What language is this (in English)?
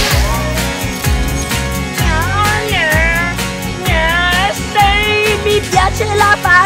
Italian